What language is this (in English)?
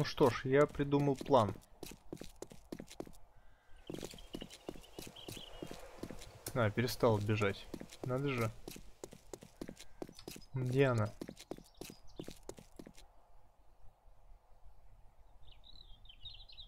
Russian